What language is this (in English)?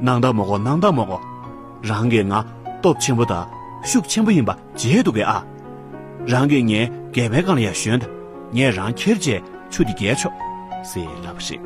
Tibetan